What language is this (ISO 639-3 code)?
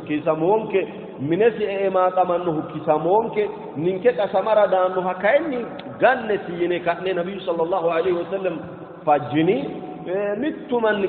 sid